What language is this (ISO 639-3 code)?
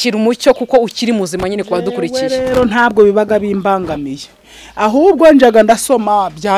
kin